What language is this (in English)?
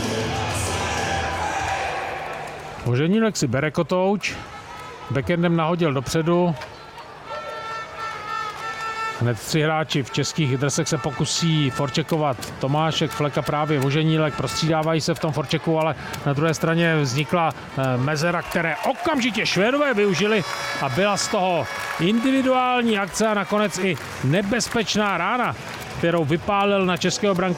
Czech